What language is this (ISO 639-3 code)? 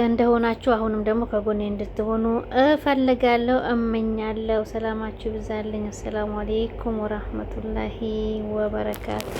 amh